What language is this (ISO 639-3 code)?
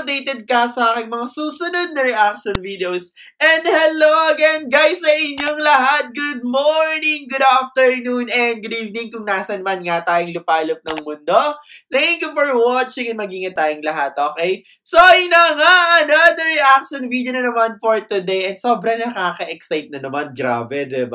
fil